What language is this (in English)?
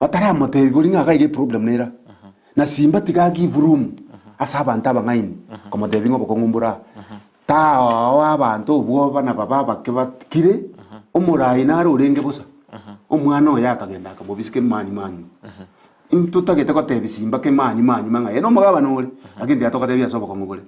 Gusii